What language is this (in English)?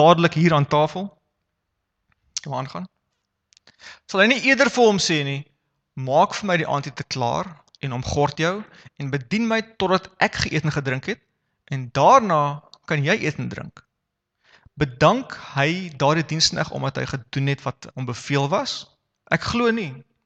Afrikaans